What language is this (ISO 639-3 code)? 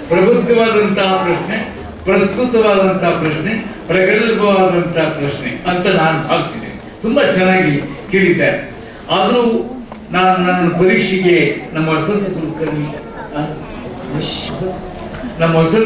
kan